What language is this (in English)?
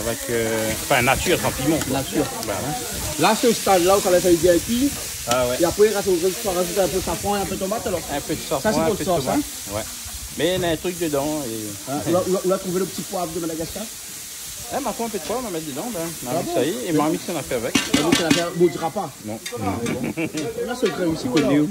Réunion Creole French